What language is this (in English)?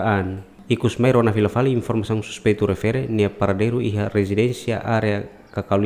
Tetum